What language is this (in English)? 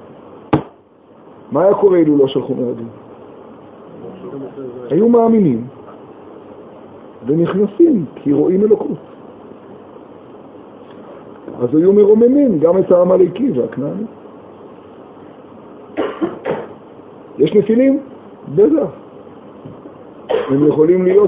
Hebrew